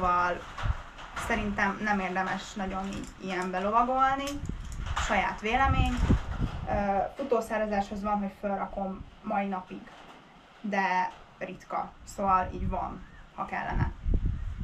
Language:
Hungarian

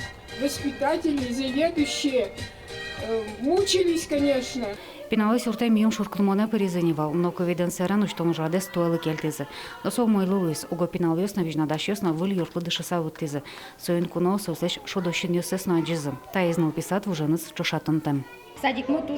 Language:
Udmurt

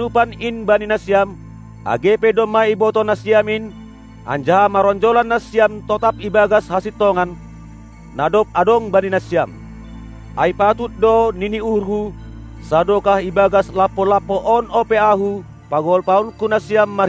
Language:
Batak Simalungun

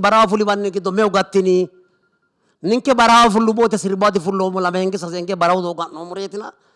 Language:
Sidamo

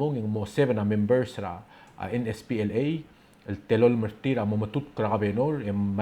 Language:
Palauan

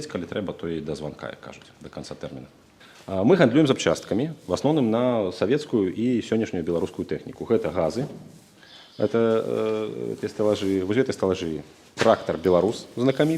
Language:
Belarusian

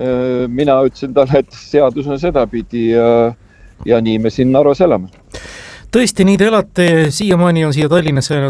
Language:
Estonian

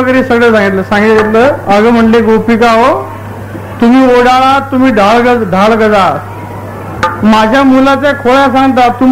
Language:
Marathi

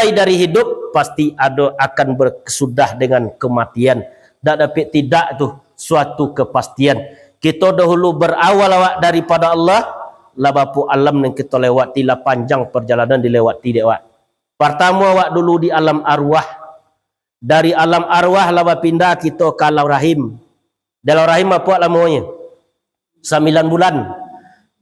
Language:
Minangkabau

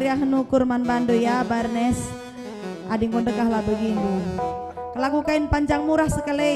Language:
Batak Karo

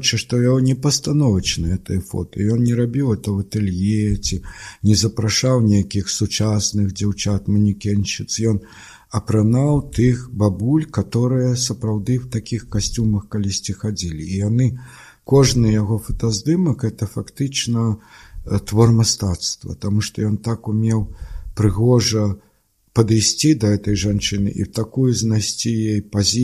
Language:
Belarusian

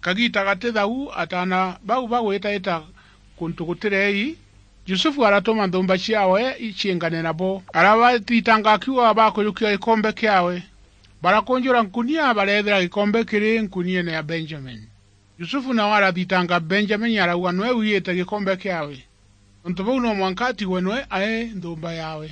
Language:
Meru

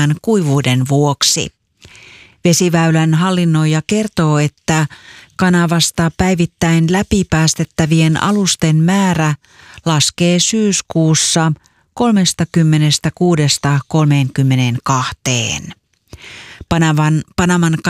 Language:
Finnish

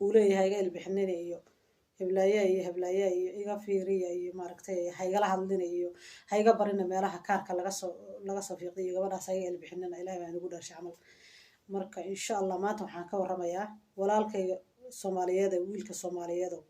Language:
Somali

